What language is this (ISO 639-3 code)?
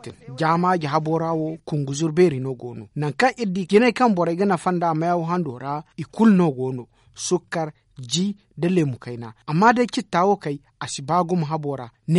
dje